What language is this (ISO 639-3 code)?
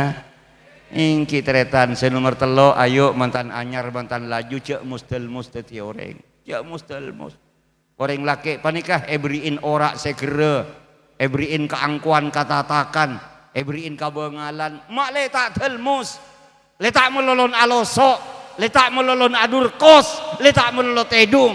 mad